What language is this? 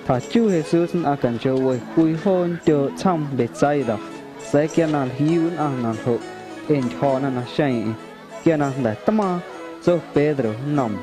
Guerrero Amuzgo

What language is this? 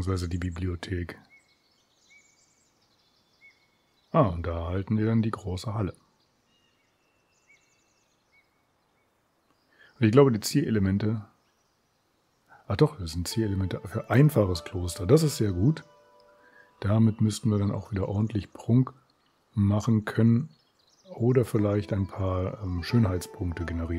German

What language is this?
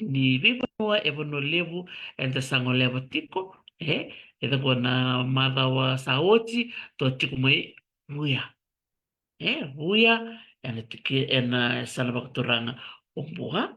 Fijian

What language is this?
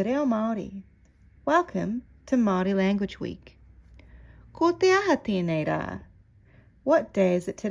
Māori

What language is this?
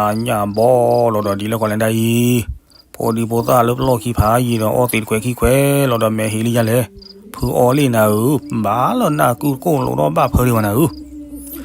S'gaw Karen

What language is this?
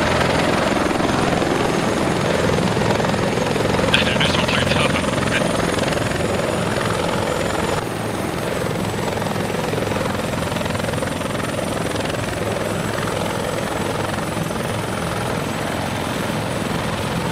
Swedish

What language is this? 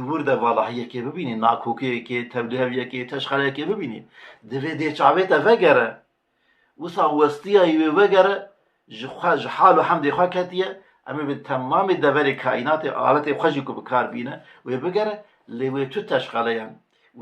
Kurdish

